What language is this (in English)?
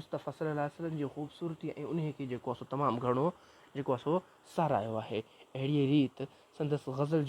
Sindhi